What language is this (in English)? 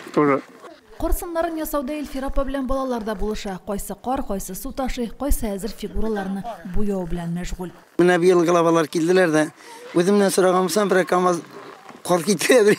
Tatar